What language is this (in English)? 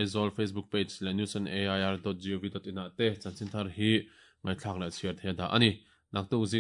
Mizo